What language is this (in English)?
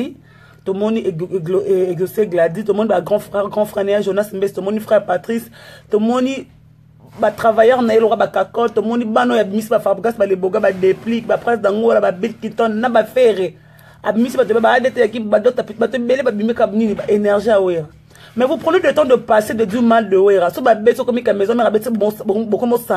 Lingala